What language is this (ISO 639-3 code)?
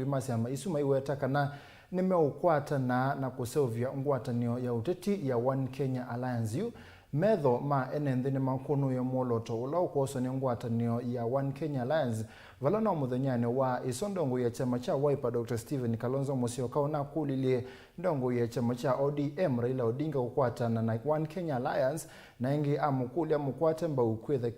kam